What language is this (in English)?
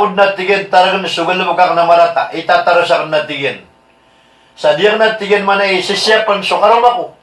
Maranao